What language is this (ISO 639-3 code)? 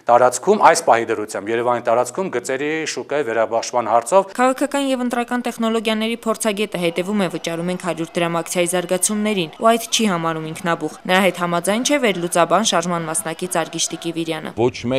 hye